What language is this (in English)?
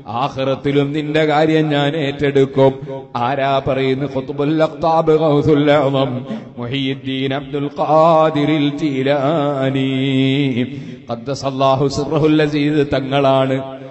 Malayalam